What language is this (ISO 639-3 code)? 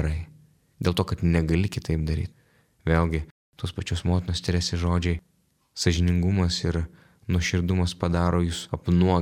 lit